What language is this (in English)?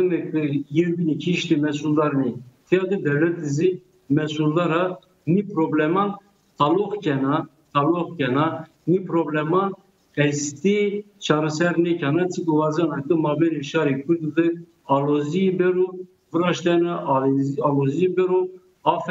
Zaza